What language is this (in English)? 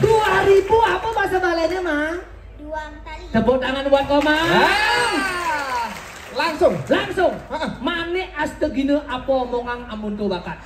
Balinese